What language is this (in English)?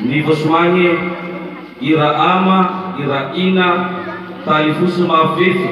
Nias